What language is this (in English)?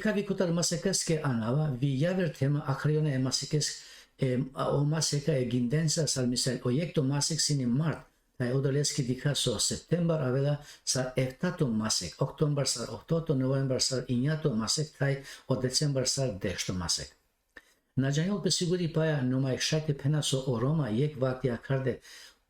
Balkan Romani